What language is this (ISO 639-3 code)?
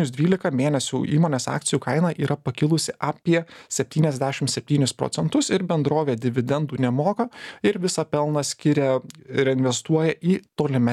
lit